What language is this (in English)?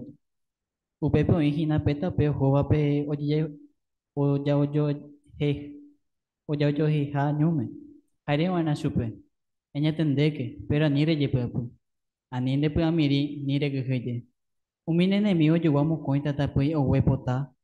Guarani